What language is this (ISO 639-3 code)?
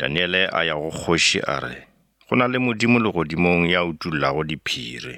nso